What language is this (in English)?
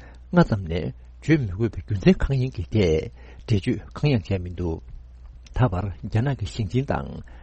Tibetan